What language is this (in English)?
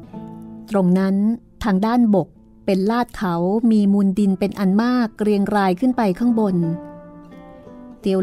Thai